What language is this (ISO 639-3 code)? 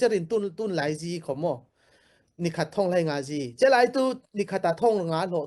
cfm